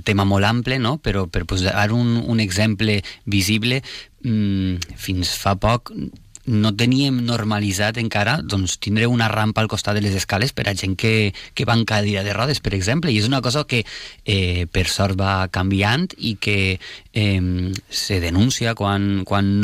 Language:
Catalan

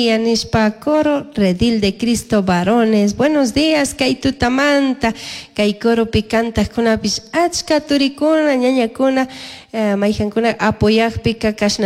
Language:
Chimborazo Highland Quichua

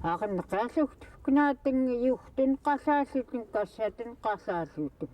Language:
Central Yupik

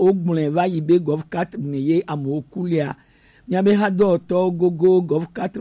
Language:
Gen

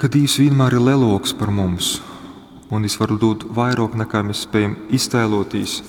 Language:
Latgalian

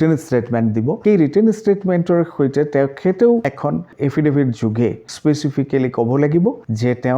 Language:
Assamese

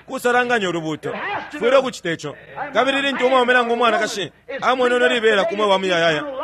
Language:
Bemba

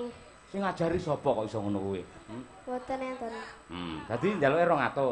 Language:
Javanese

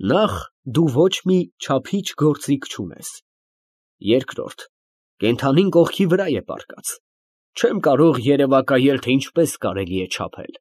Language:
Armenian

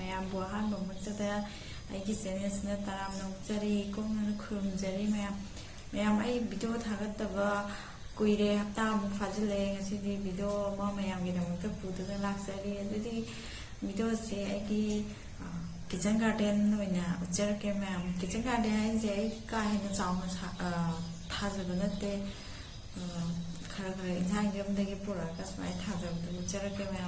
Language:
Manipuri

